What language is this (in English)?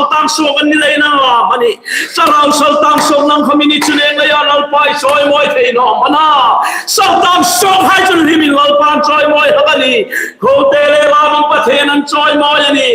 Hmar